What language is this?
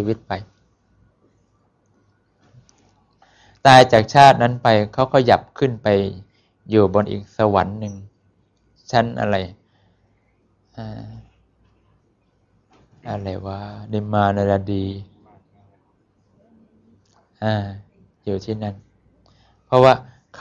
Thai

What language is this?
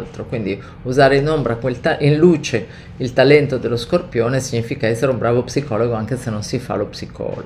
Italian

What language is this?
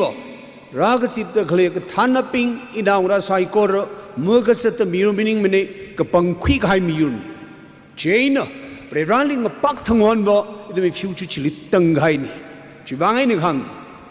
Tangkhul Naga (India)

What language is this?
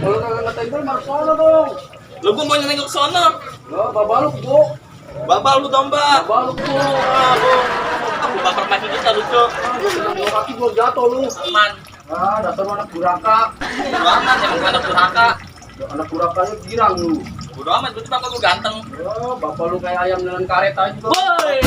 Betawi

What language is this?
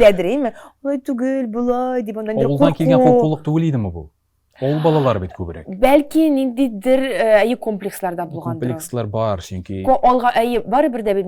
Tatar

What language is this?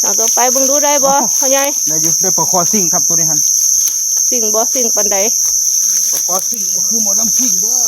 Northeastern Thai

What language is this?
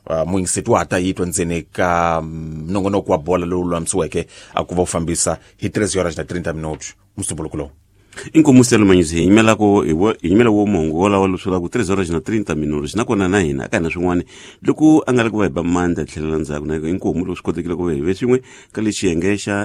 Tsonga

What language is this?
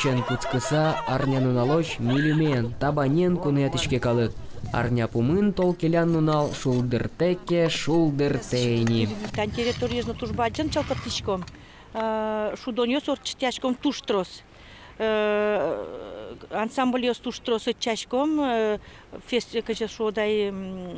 Udmurt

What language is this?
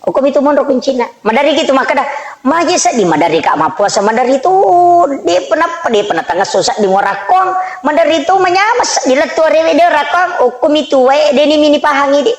Buginese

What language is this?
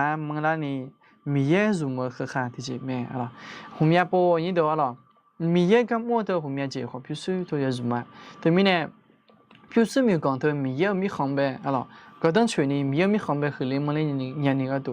Akha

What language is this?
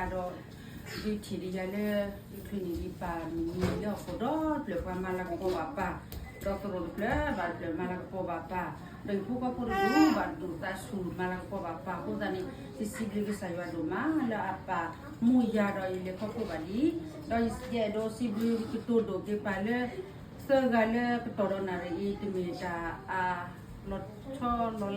S'gaw Karen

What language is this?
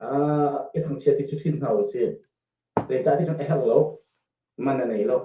Hakha Chin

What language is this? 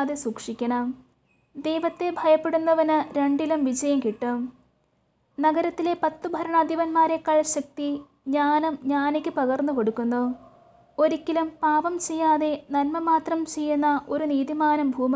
Malayalam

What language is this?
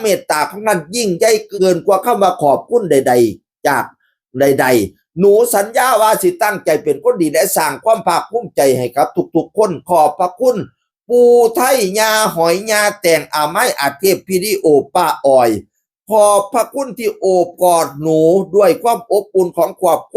Northeastern Thai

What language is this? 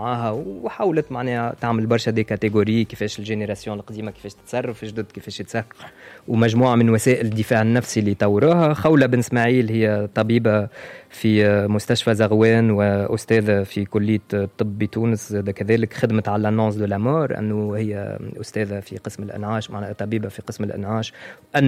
Tunisian Arabic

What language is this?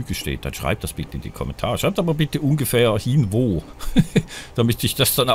German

